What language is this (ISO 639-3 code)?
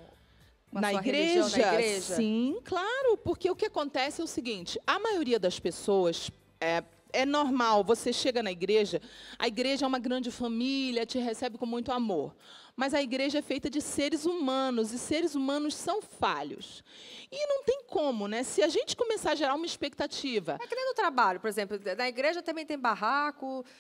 por